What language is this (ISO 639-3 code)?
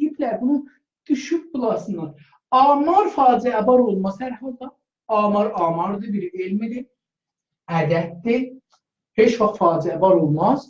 azb